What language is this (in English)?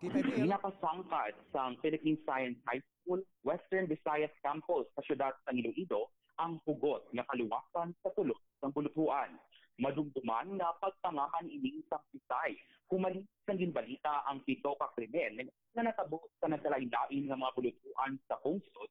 Hiligaynon